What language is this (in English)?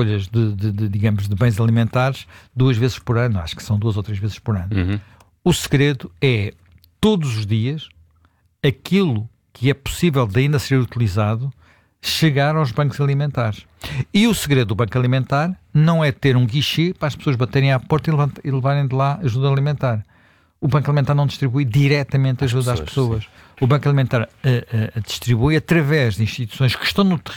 Portuguese